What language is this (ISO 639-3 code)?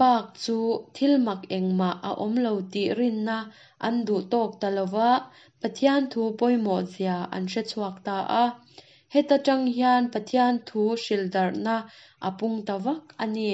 lus